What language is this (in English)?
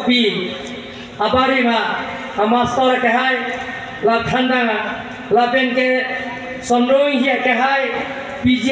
Karbi